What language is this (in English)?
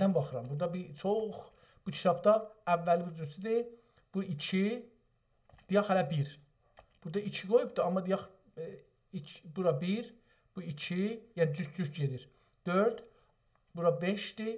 South Azerbaijani